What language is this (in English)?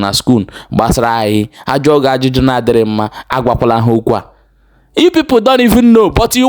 Igbo